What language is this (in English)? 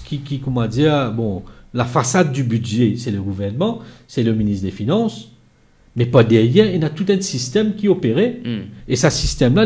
Morisyen